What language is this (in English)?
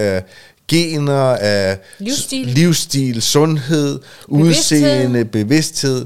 Danish